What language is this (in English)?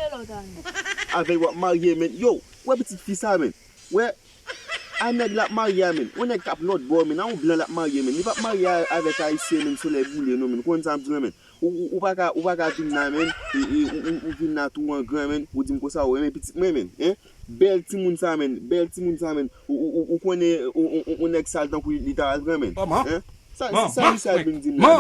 Haitian Creole